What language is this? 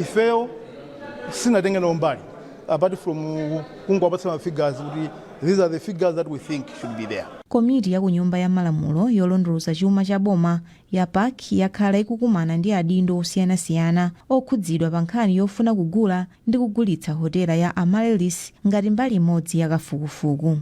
Nyanja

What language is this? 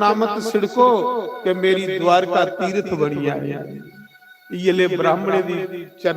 Dogri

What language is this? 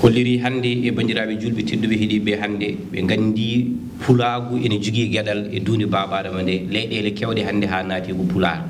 Fula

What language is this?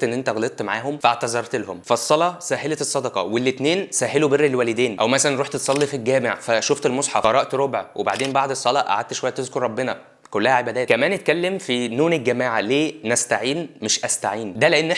Egyptian Arabic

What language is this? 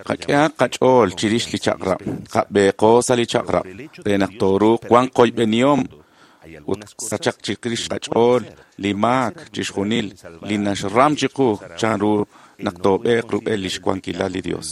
Kekchí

